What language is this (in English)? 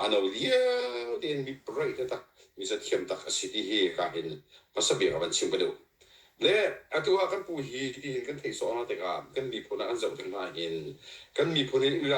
Hakha Chin